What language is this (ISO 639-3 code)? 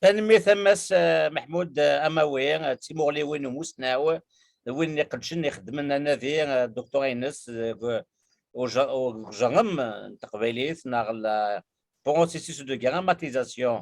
kab